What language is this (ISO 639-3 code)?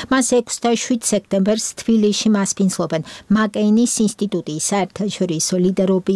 kat